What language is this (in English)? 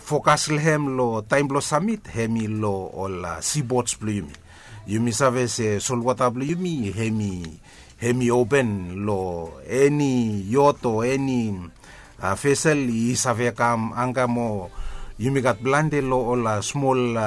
Bislama